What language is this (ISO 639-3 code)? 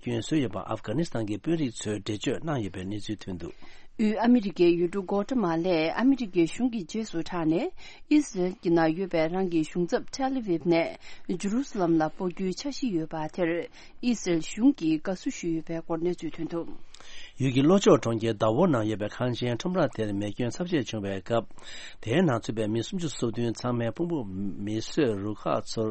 bod